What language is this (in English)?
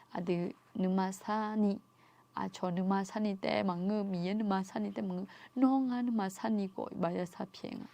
Akha